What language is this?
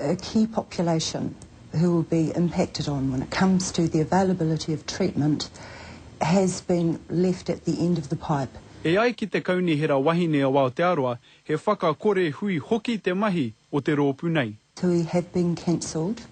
Māori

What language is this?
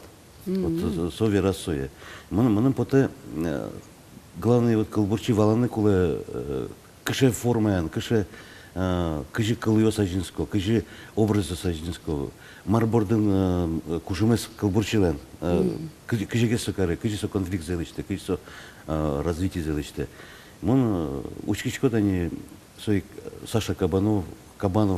Udmurt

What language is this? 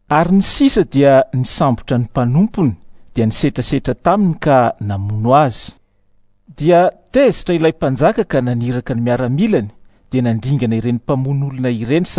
Malagasy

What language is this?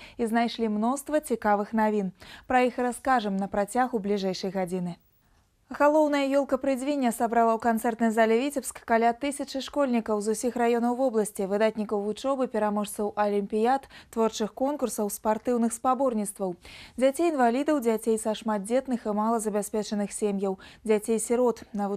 Belarusian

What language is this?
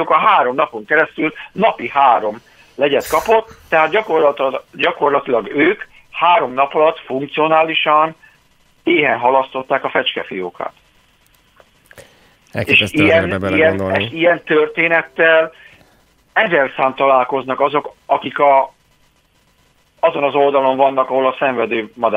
Hungarian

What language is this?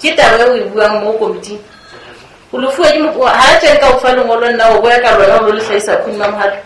Southern Sotho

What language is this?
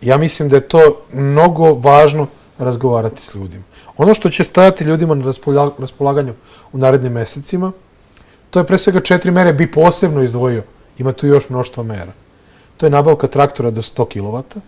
Serbian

